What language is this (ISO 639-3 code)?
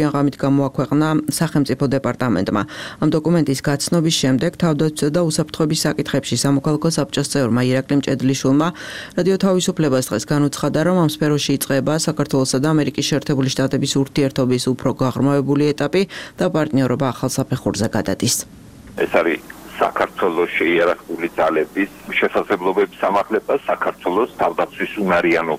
kat